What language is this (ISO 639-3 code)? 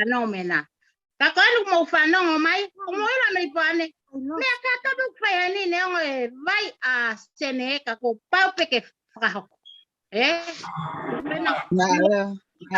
ton